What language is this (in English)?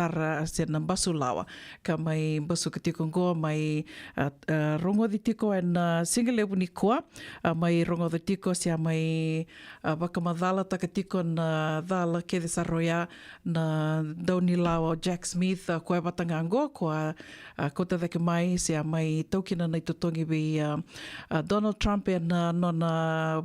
Fijian